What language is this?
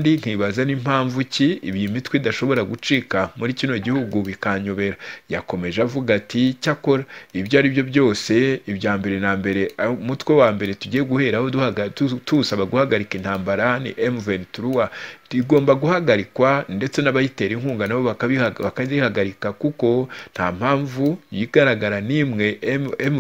Kinyarwanda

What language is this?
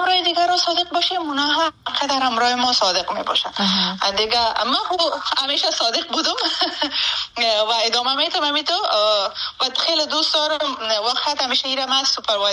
Persian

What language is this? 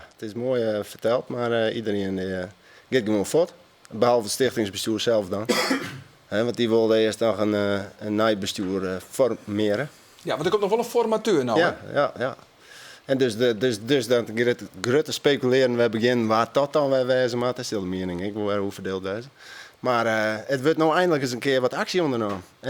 Western Frisian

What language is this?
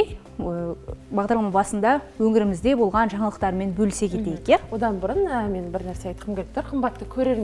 Kazakh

